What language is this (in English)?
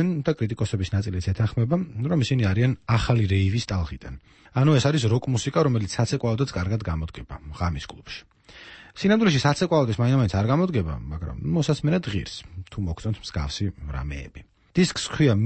Georgian